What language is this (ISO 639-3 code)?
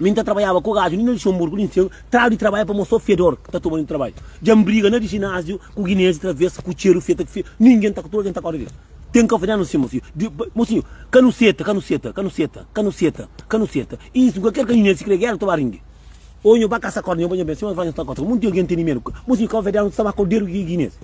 kea